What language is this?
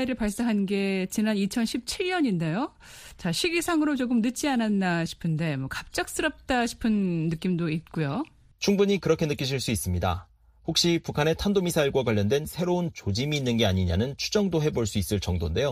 Korean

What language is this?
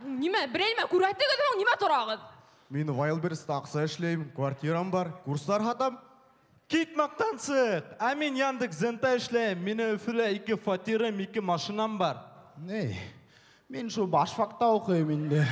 Bashkir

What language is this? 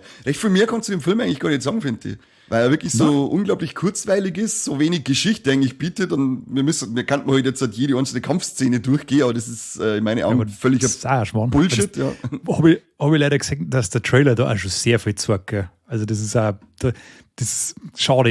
Bavarian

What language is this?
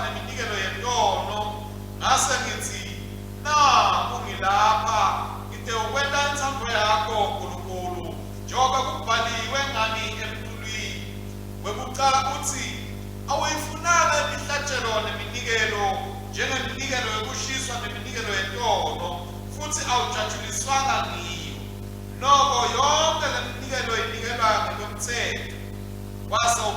Swati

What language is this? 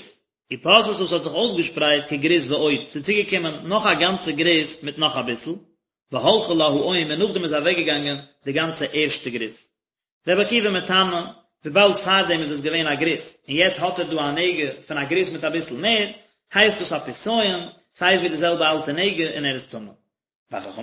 Yiddish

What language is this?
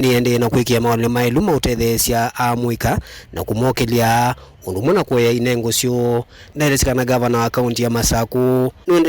Kamba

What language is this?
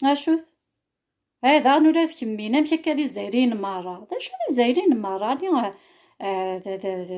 Kabyle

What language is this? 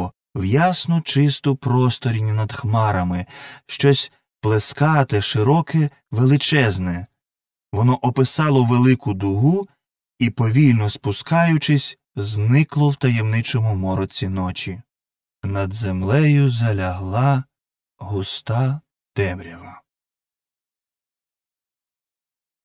Ukrainian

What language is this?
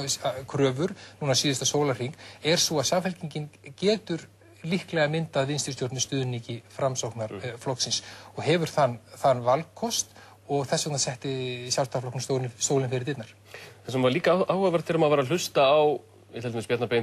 Icelandic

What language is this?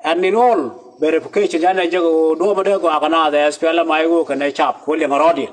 Nuer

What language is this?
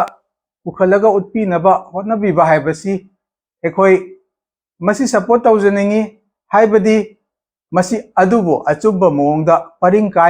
Manipuri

